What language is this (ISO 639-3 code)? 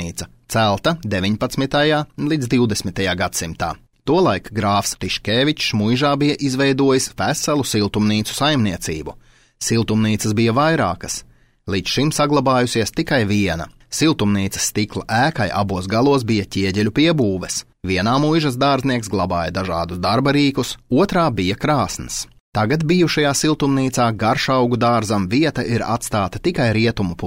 lav